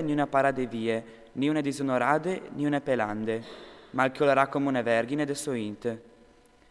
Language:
Friulian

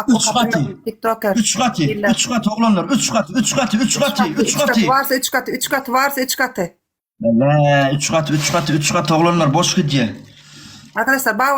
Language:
Turkmen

